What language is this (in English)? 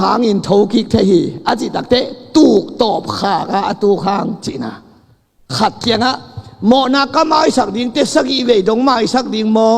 Tedim Chin